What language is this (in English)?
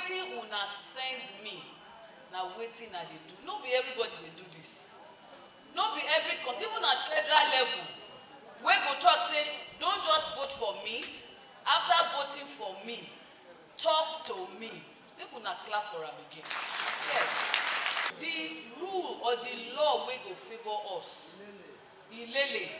Nigerian Pidgin